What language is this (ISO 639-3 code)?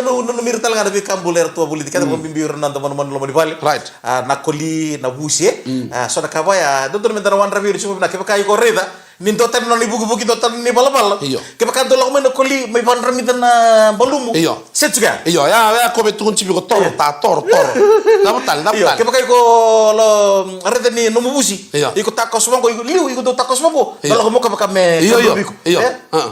fij